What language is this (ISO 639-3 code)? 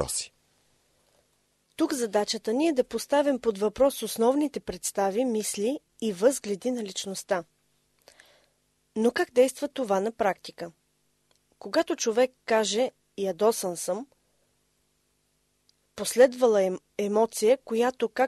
bul